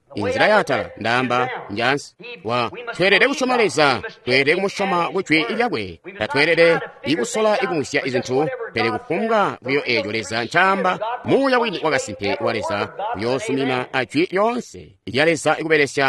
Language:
Tonga (Zambia)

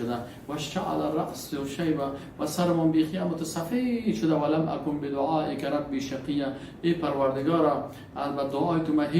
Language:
Persian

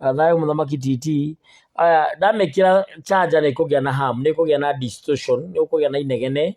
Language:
Kikuyu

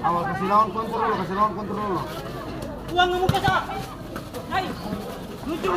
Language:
Ambonese Malay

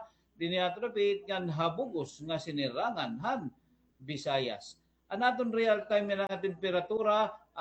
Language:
Waray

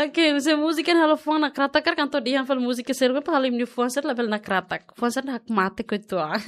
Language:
Tetum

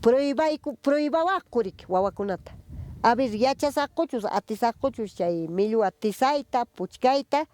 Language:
Ayacucho Quechua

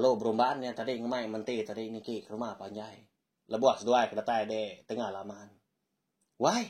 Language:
Iban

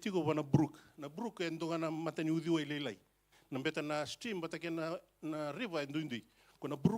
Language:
Fijian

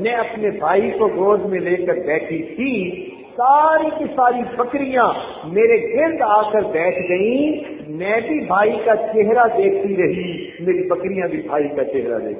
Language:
Urdu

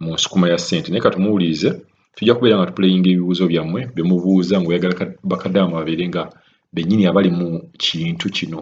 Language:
Ganda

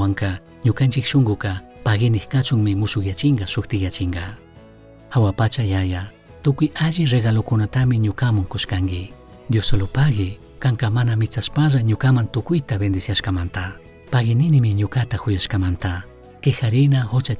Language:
Chimborazo Highland Quichua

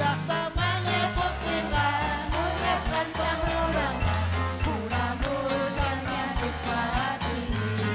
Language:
Ayacucho Quechua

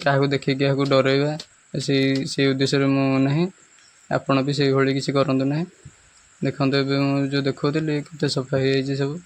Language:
Odia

